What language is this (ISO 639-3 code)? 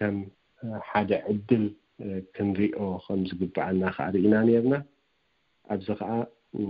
tir